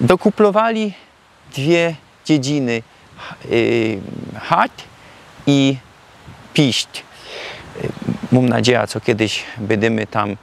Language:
Silesian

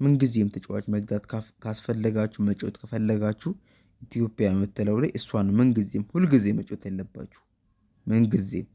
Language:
Amharic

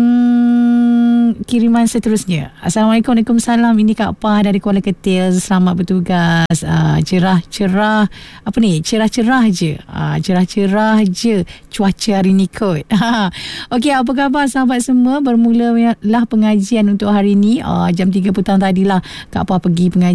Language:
Malay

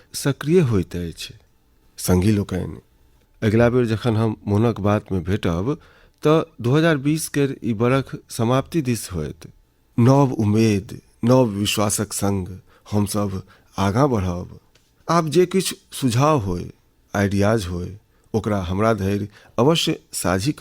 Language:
Maithili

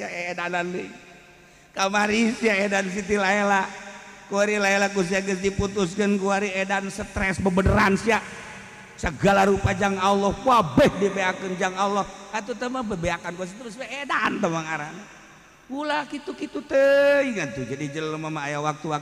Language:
Sundanese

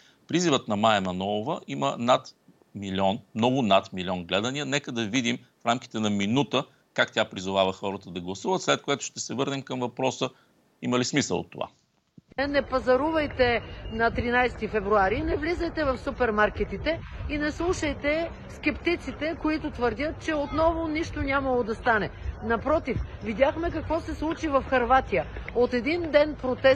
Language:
Bulgarian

